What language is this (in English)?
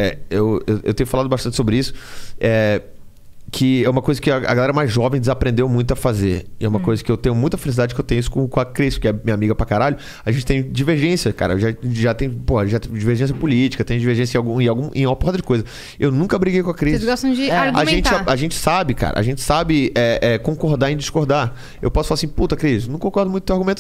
Portuguese